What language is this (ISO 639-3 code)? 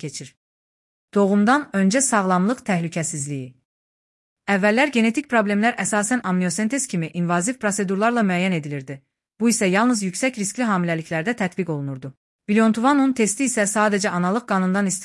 aze